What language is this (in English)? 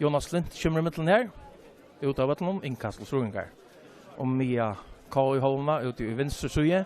Faroese